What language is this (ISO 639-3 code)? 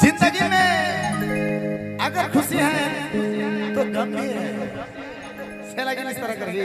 sck